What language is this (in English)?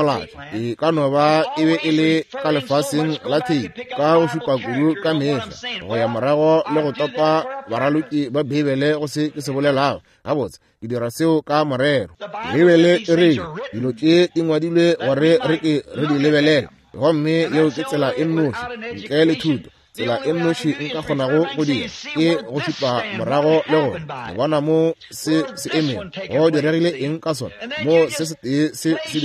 Northern Sotho